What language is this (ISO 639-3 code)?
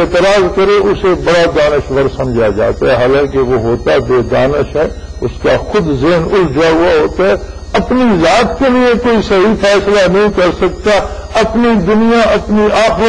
urd